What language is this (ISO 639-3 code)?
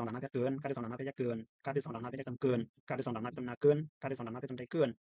shn